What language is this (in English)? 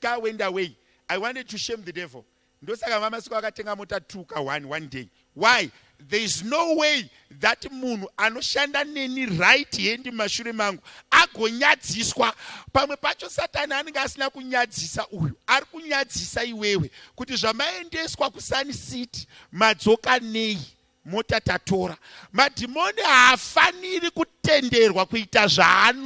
Shona